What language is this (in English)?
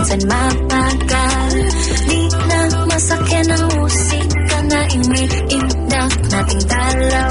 Filipino